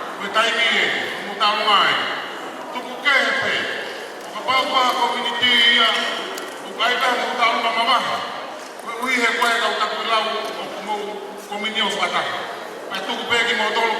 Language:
Tongan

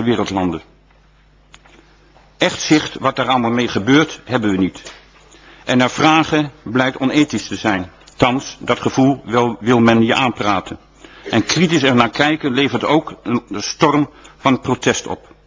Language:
Dutch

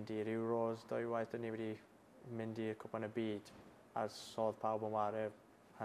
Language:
Welsh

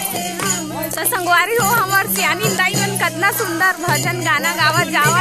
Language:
Chhattisgarhi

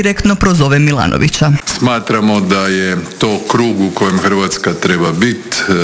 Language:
Croatian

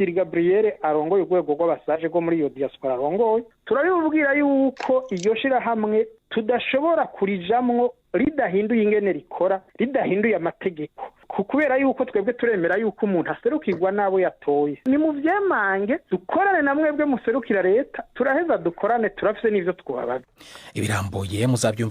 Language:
Rundi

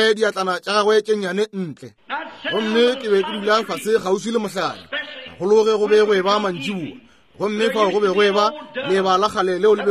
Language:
Northern Sotho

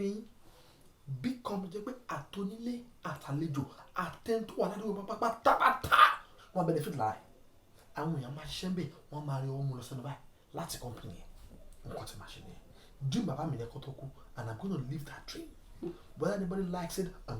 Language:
Yoruba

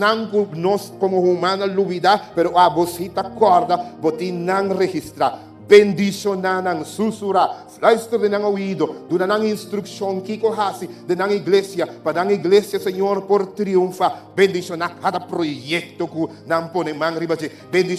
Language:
Papiamento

